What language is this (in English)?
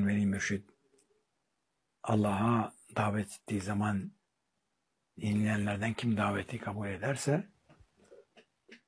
Turkish